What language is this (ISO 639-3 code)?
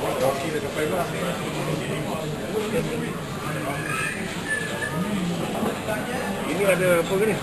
msa